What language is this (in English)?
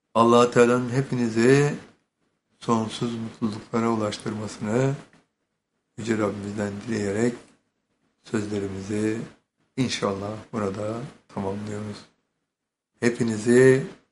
Turkish